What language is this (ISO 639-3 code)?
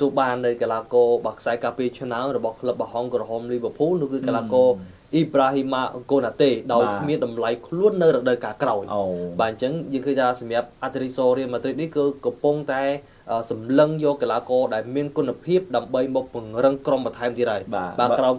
khm